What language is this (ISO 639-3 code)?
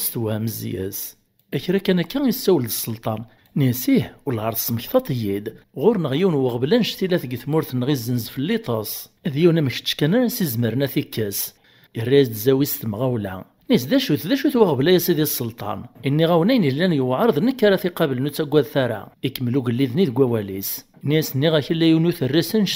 kab